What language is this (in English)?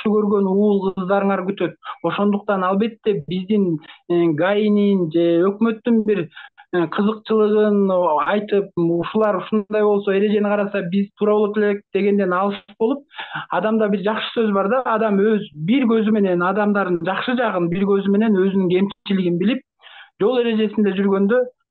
Kyrgyz